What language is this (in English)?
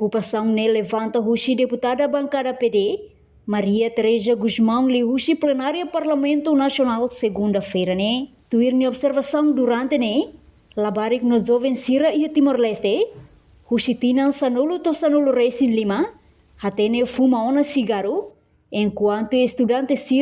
Tetum